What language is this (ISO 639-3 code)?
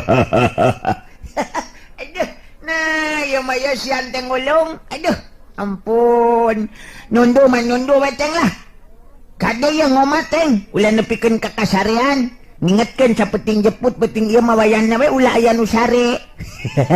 sun